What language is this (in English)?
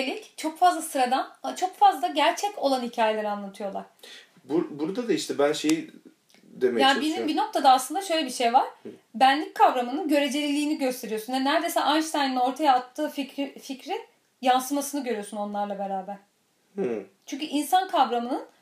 Turkish